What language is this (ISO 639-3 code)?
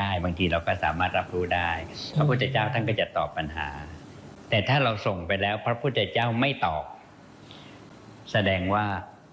tha